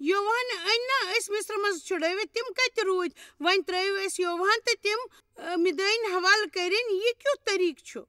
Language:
Kashmiri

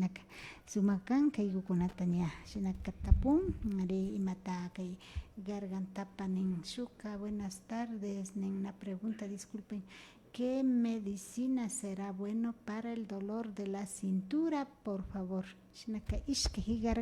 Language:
Imbabura Highland Quichua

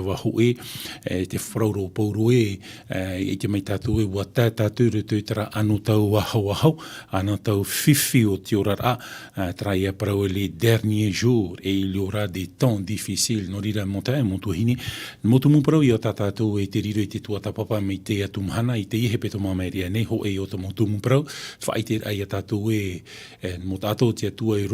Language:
Tahitian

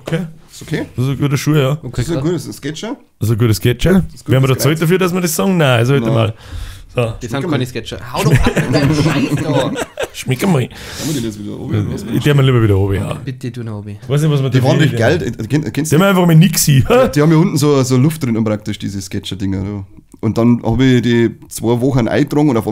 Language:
Bavarian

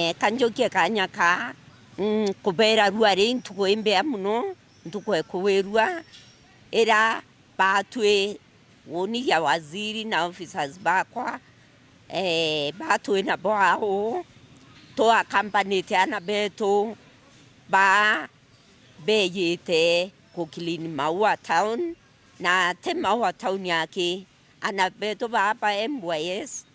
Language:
Meru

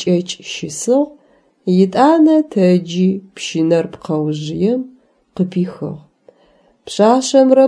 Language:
Adyghe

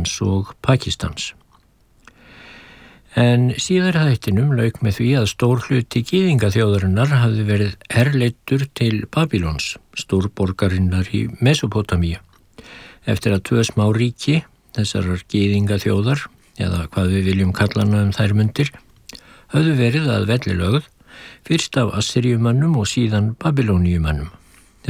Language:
Icelandic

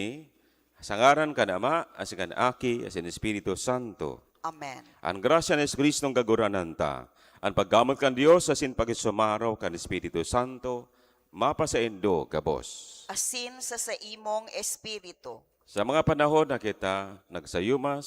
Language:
Bikol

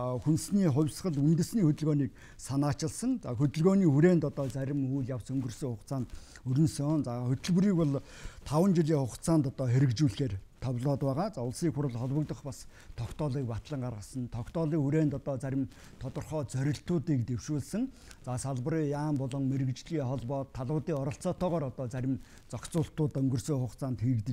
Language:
Mongolian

